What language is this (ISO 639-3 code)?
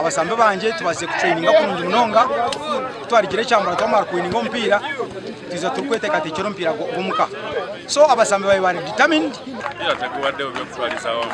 nyn